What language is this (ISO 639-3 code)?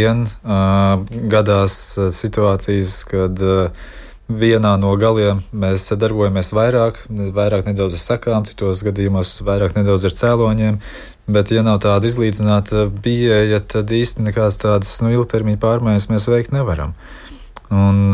lav